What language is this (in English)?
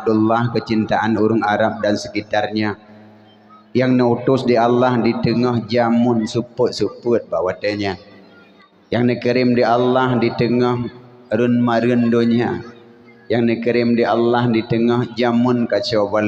Achinese